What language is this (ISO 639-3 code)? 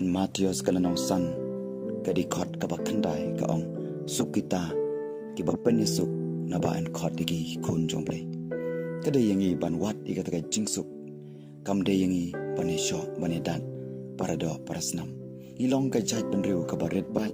kha